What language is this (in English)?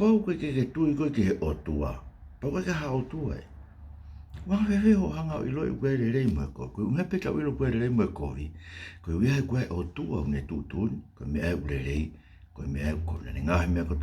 Tongan